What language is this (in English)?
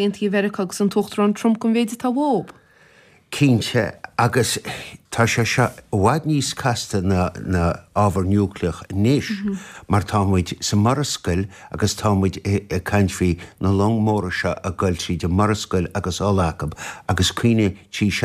Irish